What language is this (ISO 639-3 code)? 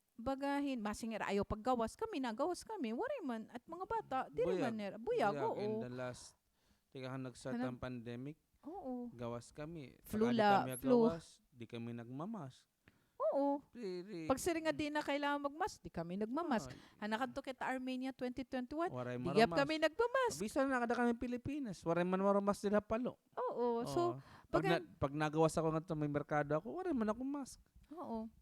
war